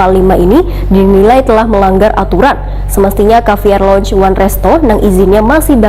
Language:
Banjar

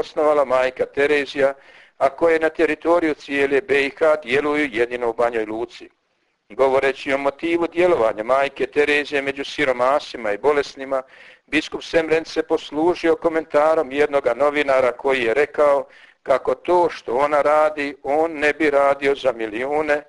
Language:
Croatian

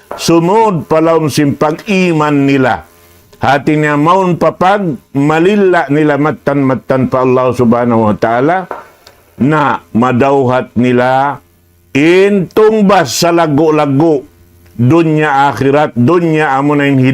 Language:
Tausug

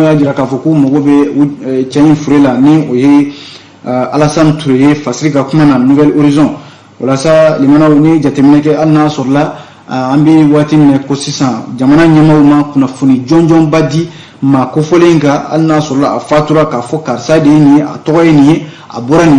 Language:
Bambara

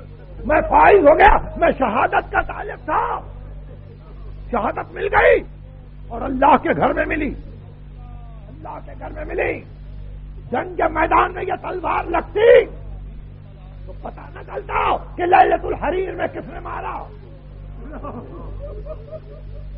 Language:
Urdu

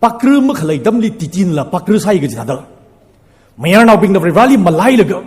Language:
Tangkhul Naga (India)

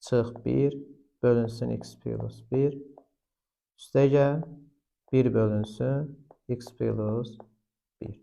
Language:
Azerbaijani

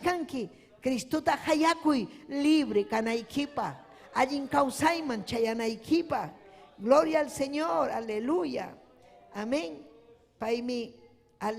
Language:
Ayacucho Quechua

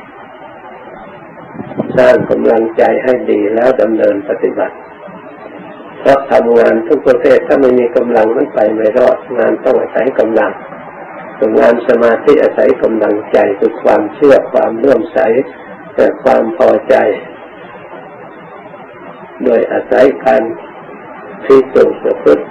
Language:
Thai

